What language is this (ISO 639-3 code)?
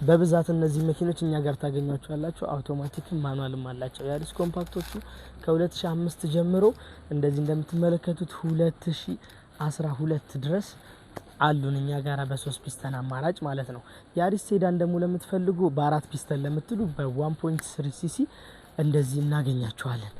amh